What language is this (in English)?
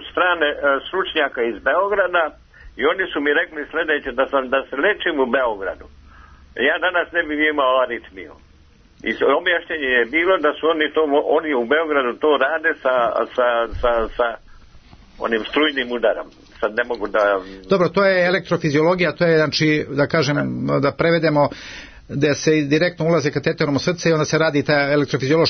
Serbian